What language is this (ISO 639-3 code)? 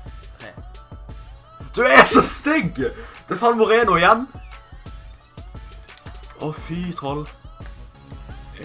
nor